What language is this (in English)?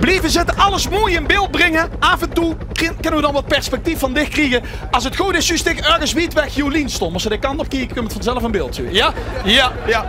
Limburgish